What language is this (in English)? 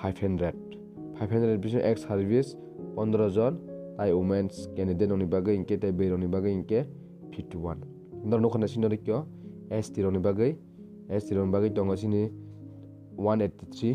Kok Borok